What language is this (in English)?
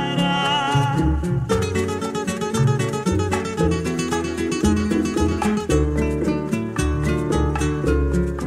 Greek